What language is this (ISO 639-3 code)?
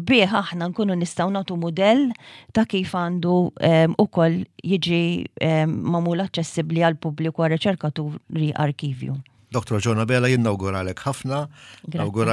mlt